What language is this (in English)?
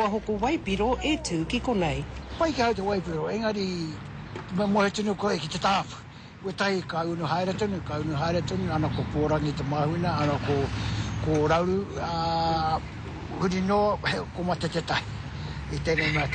Māori